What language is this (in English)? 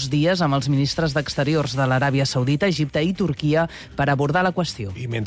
Catalan